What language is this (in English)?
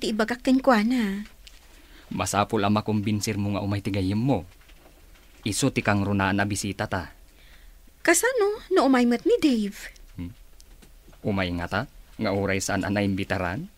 Iloko